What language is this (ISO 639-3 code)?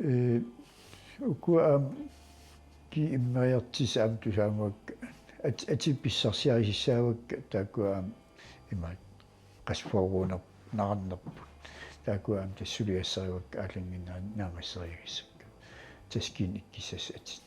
kal